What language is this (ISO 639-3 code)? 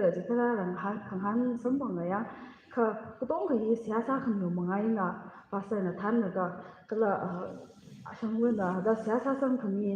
nmf